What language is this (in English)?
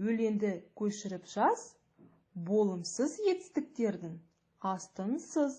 Kazakh